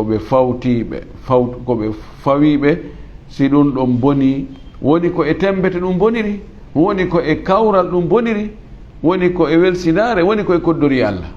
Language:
Fula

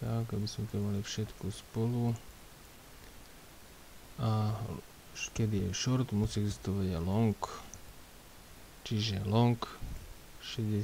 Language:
Slovak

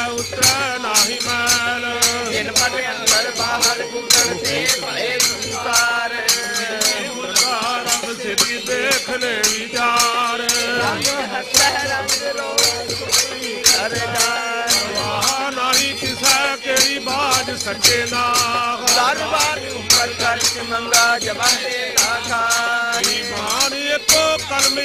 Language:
Punjabi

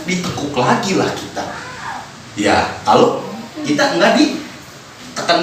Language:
Betawi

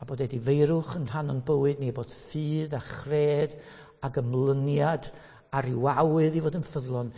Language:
Welsh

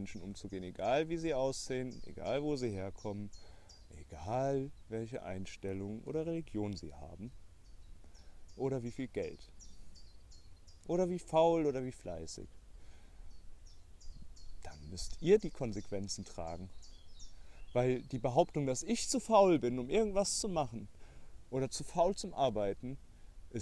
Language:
German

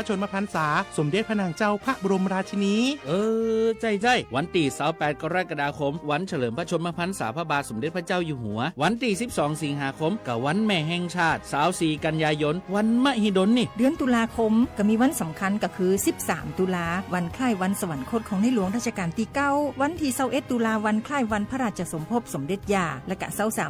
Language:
Lahu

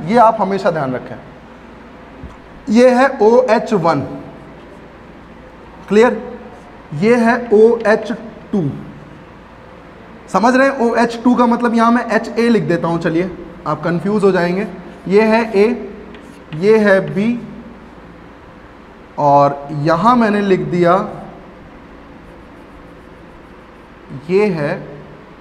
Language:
Hindi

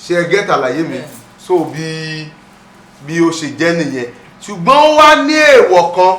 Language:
Yoruba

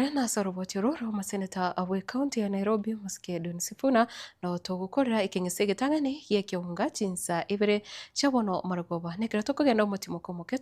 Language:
Gusii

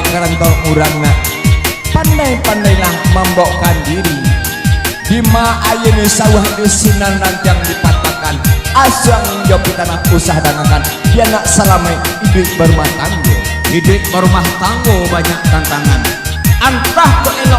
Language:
Minangkabau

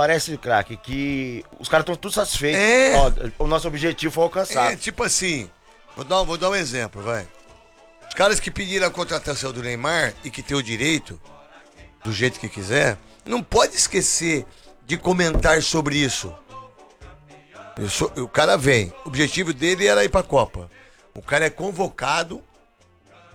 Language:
Portuguese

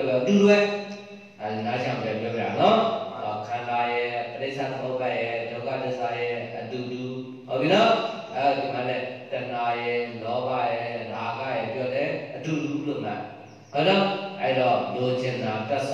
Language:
Burmese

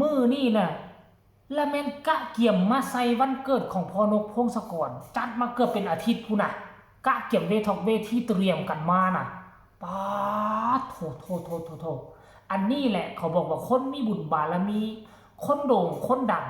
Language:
Northeastern Thai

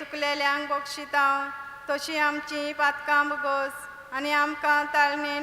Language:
Konkani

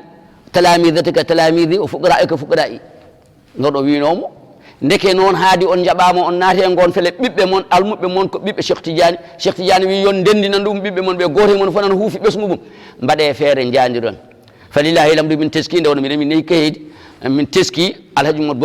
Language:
Fula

